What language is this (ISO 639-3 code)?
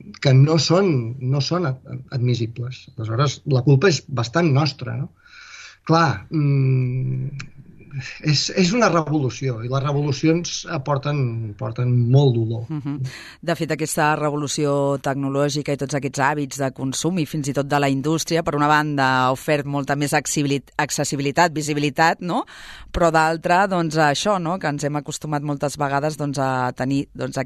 cat